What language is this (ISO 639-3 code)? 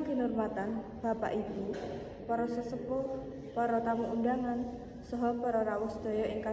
jav